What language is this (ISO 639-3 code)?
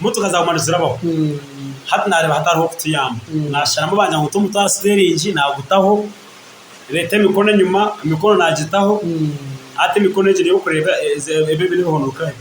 nyn